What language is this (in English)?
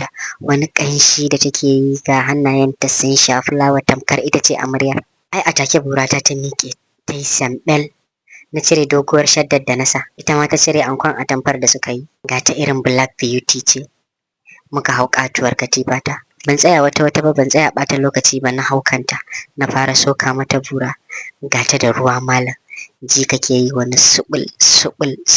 Hausa